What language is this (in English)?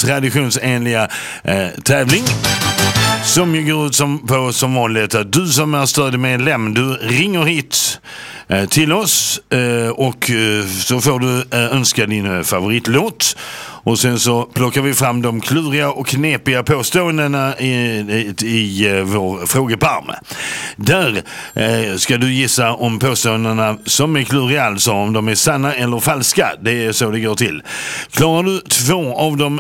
Swedish